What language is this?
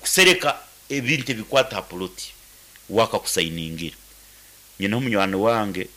Nyankole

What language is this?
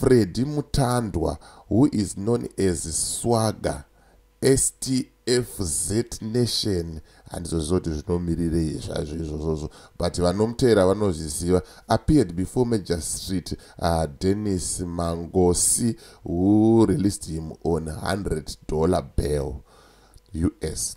Shona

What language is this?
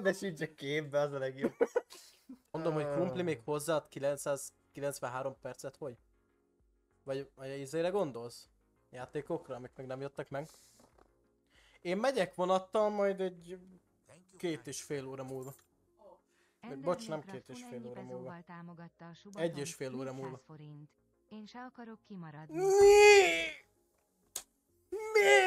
Hungarian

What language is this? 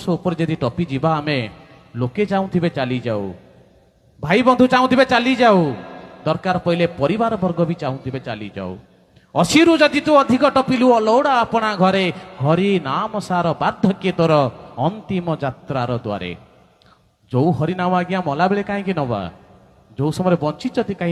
Odia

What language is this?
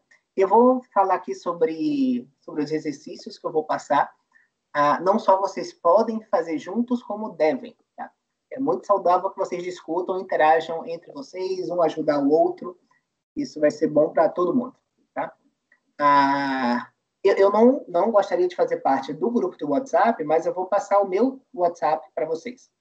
Portuguese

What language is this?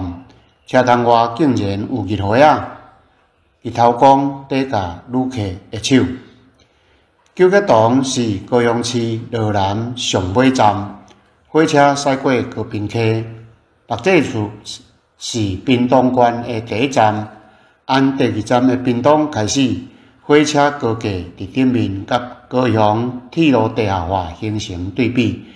Min Nan Chinese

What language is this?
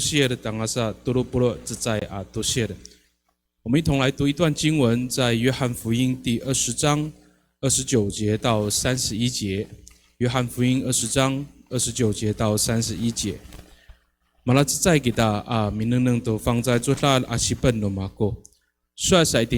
Amis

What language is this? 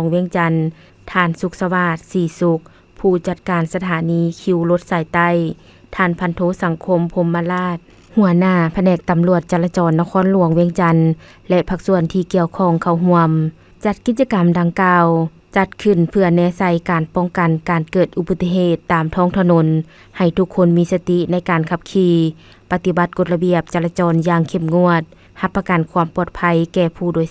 Lao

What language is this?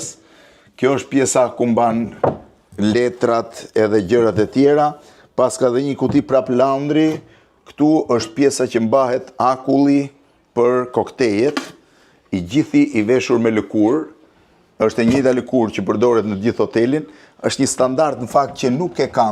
Albanian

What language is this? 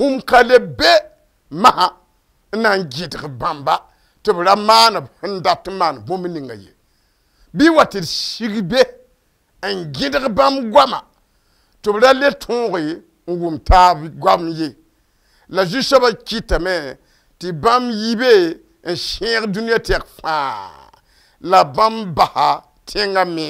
Mossi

